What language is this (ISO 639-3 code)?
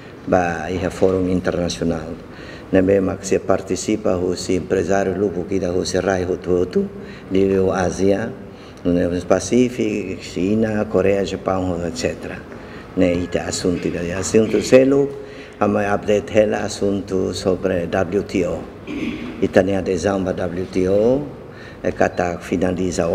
tet